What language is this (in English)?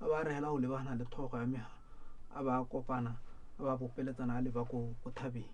Tswana